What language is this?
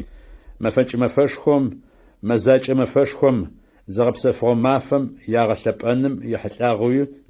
Adyghe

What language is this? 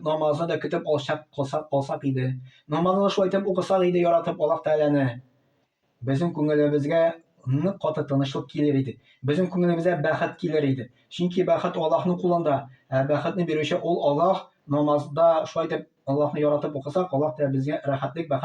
Tatar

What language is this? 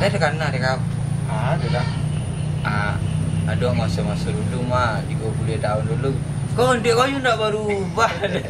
Minangkabau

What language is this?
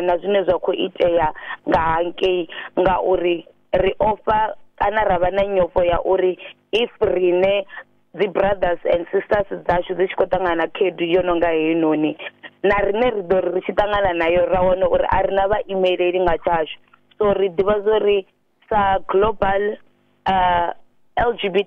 Venda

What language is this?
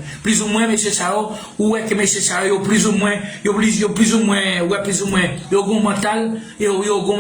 Haitian Creole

